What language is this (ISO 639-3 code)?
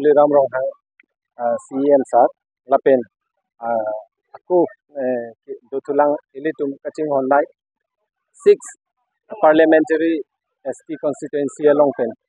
mjw